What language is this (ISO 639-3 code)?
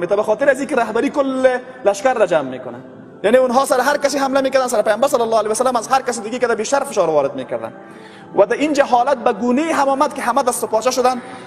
fas